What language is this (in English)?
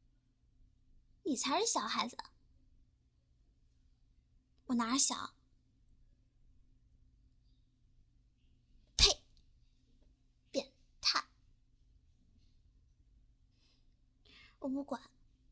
Chinese